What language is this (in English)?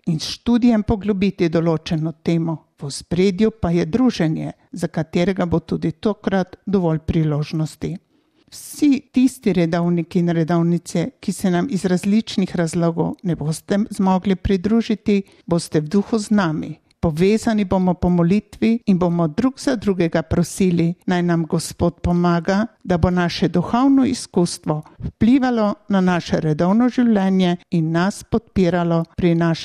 Slovenian